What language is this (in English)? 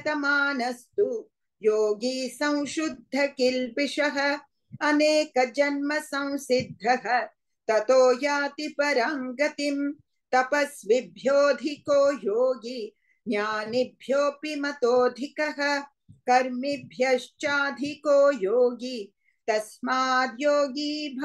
Sanskrit